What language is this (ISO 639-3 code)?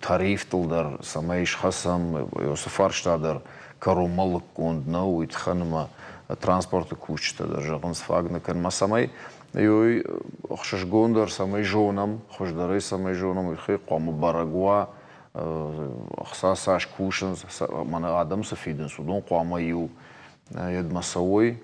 oss